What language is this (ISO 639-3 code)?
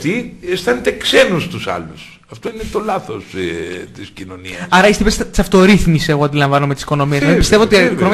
ell